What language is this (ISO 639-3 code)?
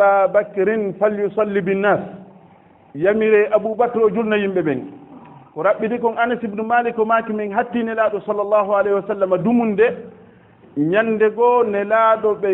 ful